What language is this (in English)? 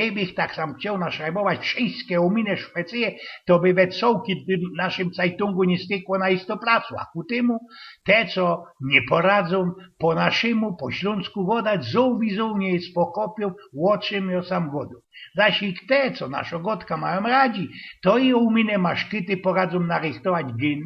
Silesian